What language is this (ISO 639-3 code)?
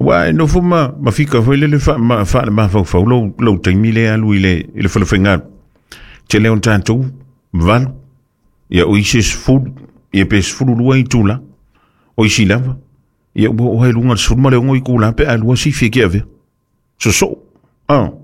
smo